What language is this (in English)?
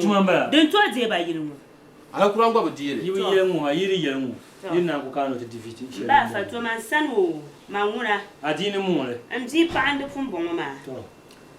Dagbani